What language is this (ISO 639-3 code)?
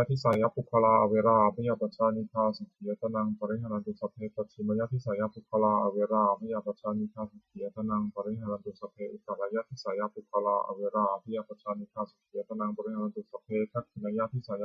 pli